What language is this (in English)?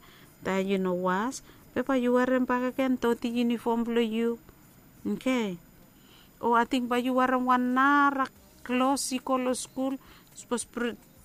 Bislama